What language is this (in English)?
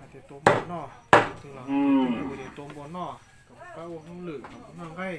Hmong